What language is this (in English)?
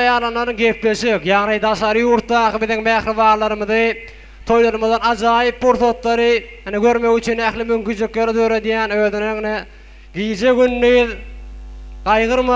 Turkmen